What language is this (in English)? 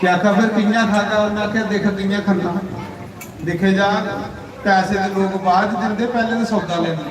Dogri